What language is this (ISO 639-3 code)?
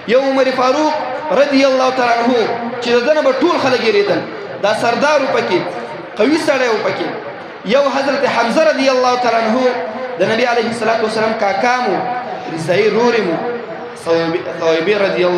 pus